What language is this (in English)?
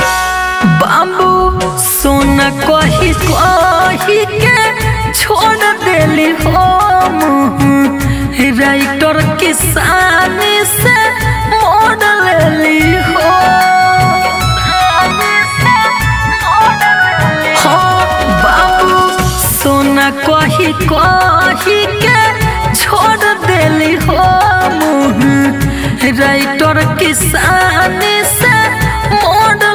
Bhojpuri